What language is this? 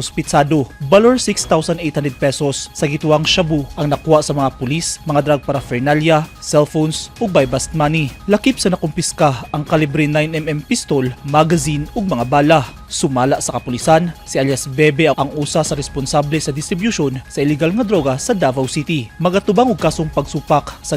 Cebuano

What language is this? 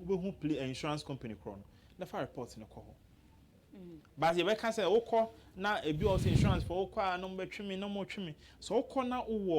Akan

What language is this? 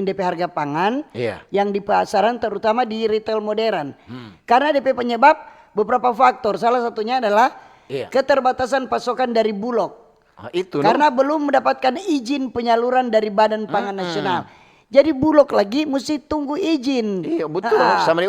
Manado Malay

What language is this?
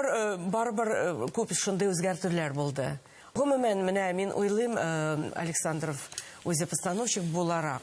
Tatar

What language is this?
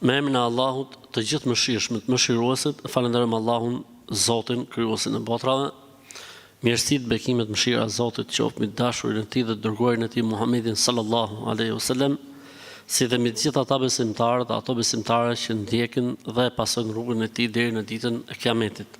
Albanian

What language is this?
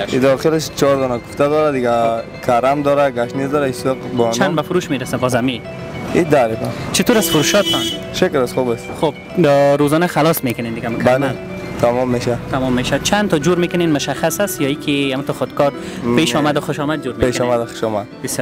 Persian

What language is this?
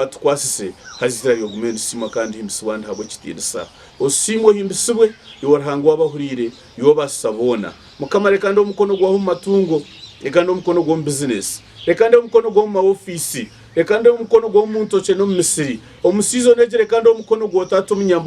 Nyankole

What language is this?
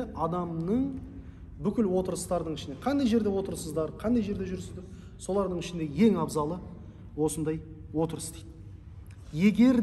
Kazakh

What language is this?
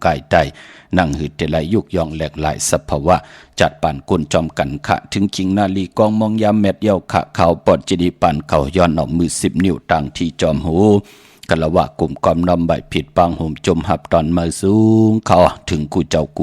Shan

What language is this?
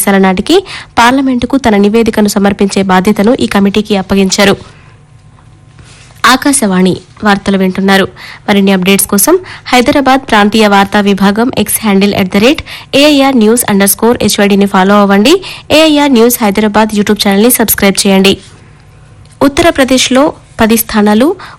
Telugu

